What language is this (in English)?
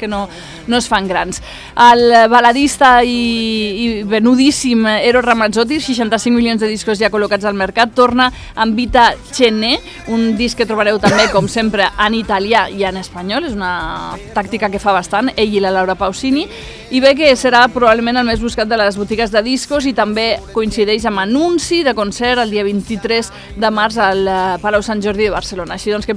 Catalan